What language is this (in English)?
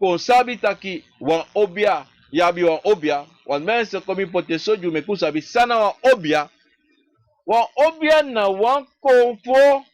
Sranan Tongo